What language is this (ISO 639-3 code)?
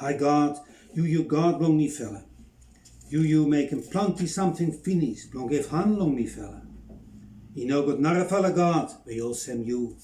bis